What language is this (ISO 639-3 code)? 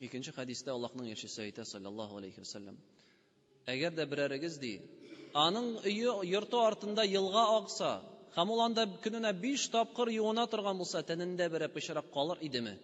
tat